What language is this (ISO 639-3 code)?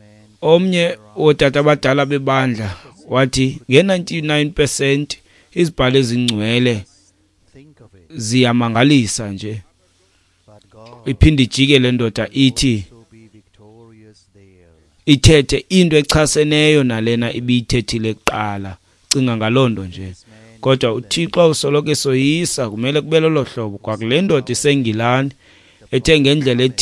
xho